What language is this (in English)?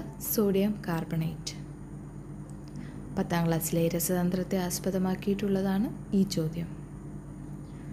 Malayalam